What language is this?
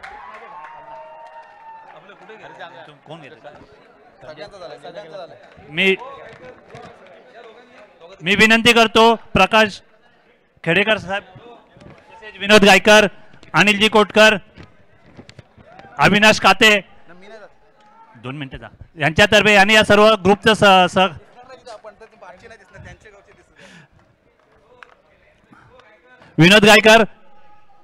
Marathi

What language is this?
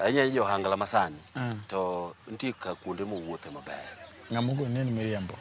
Luo (Kenya and Tanzania)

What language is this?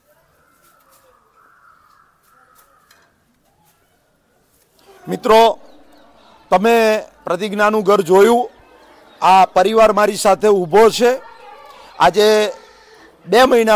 Gujarati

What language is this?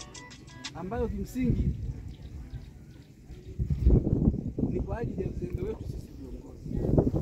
Swahili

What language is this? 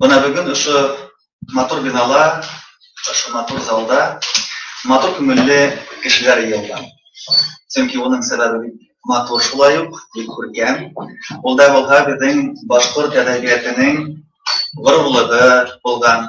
Bashkir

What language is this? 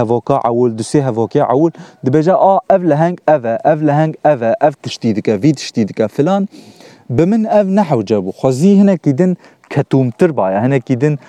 Kurdish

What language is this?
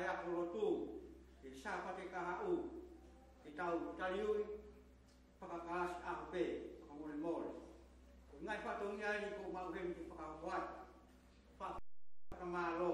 Tongan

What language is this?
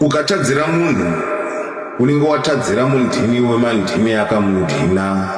Shona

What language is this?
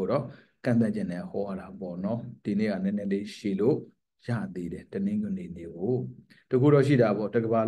Burmese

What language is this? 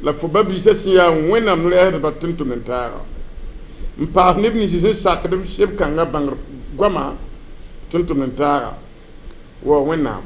Mossi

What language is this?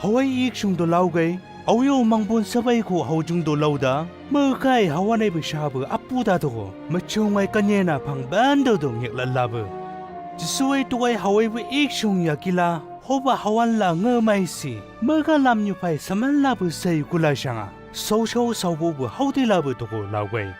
Chang Naga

